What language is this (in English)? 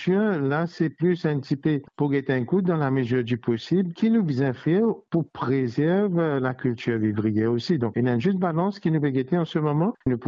Morisyen